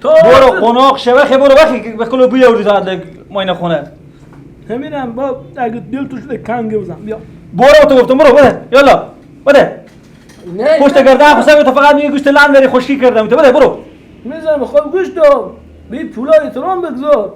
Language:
Persian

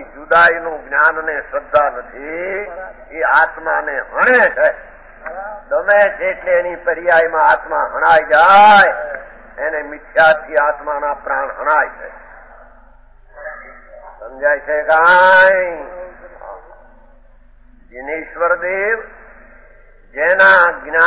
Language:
Gujarati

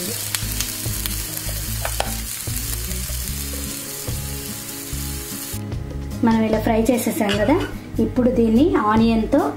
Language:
Telugu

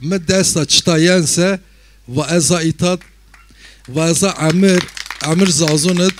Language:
Zaza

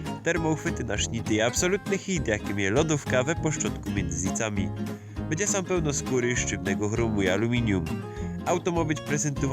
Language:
Silesian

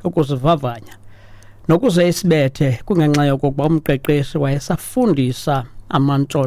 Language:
Xhosa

